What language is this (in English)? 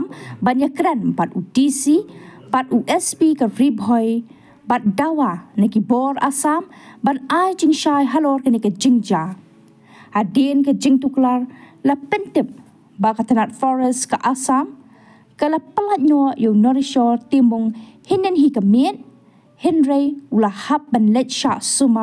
Khasi